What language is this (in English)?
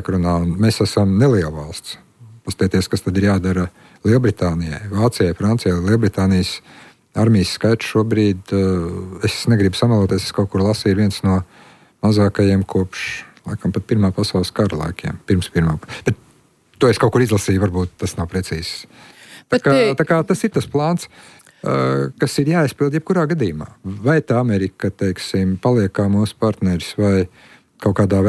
Latvian